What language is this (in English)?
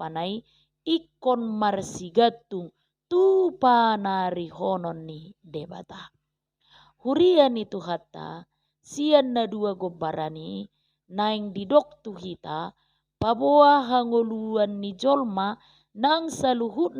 Batak Toba